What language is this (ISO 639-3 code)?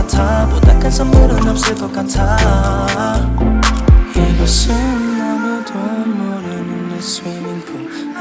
kor